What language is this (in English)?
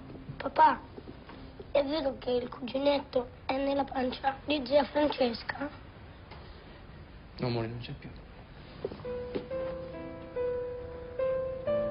Italian